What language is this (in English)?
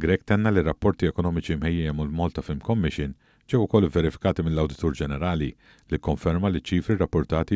Maltese